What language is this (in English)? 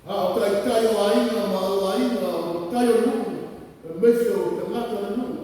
Samoan